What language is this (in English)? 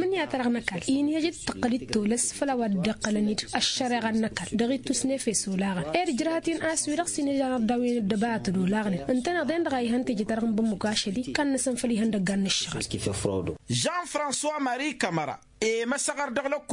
Tamasheq